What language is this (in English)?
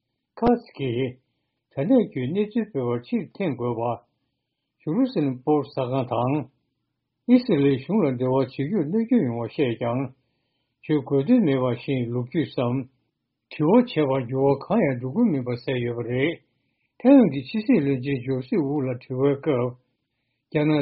Tibetan